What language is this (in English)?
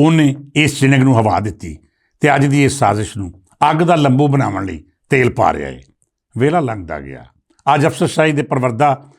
Western Panjabi